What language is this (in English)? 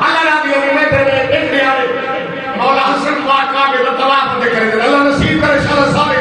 Saraiki